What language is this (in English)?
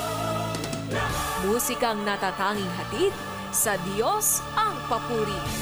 Filipino